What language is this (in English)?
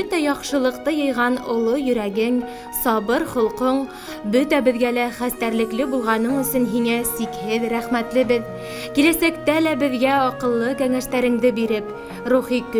Bashkir